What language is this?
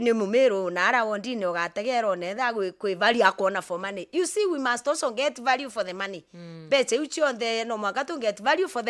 Meru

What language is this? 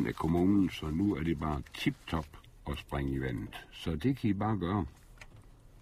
Danish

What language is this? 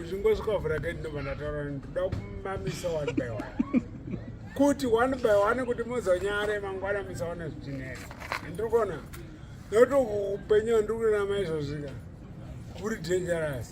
Shona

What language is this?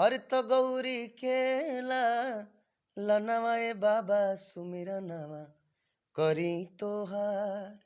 Bhojpuri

